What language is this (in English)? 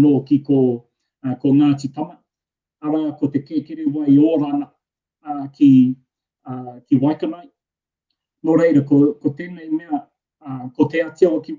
Māori